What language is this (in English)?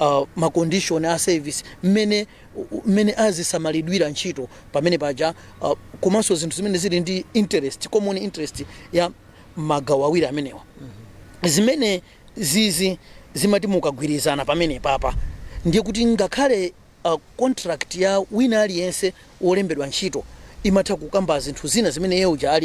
Nyanja